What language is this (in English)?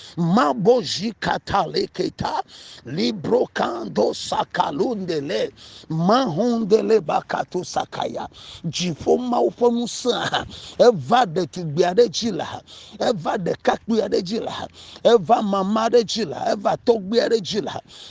Ewe